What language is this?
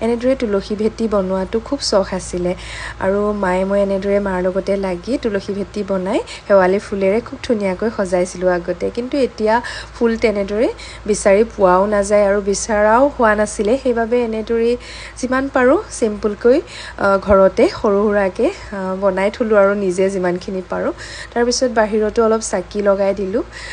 Assamese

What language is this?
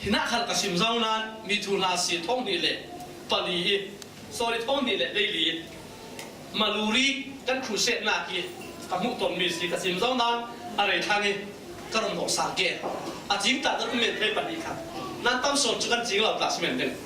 Falam Chin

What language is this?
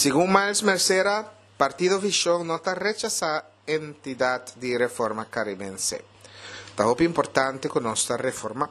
Papiamento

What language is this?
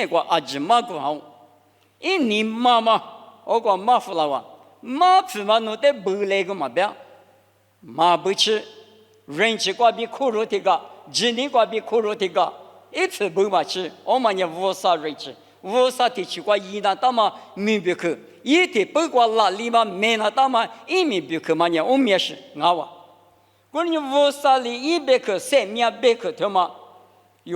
Lisu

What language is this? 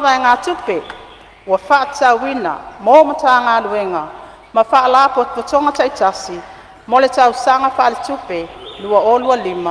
Samoan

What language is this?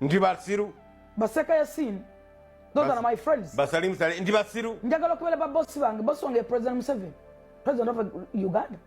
Ganda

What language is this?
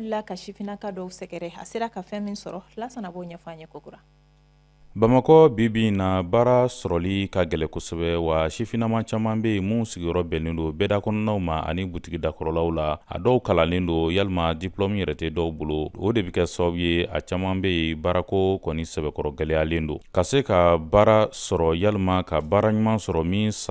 Bambara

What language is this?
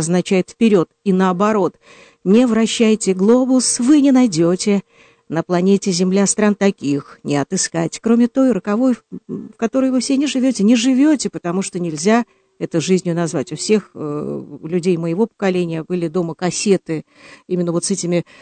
Russian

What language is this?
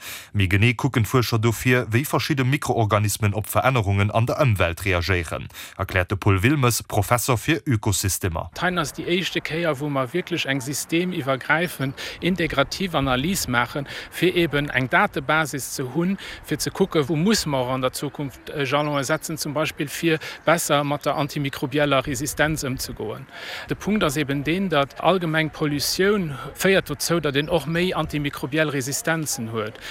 Luxembourgish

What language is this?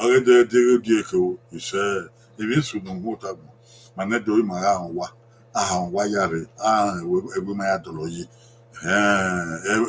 Bini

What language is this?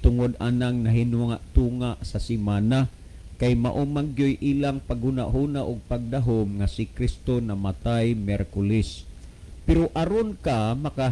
Cebuano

